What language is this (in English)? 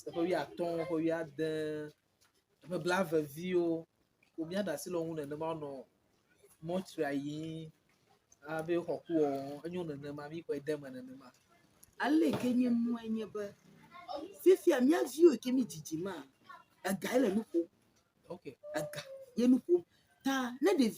Ewe